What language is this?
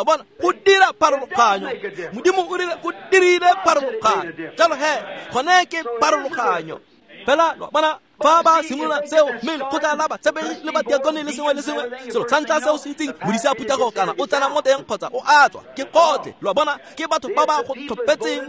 Tswana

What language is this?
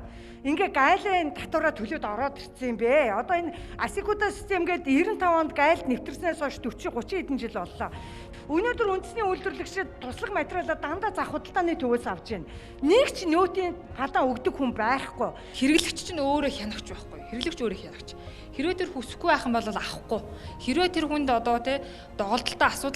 Mongolian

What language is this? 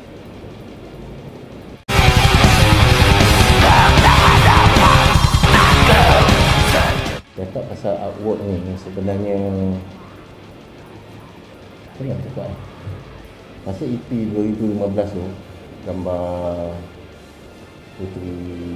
Malay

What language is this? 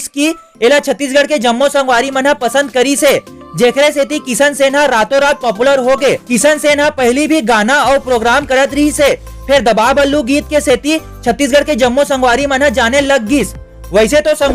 Chhattisgarhi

